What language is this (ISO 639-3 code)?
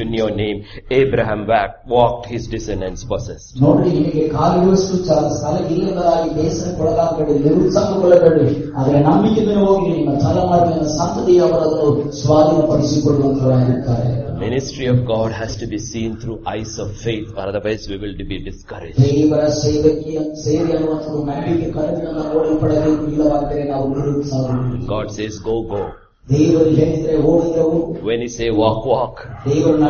kan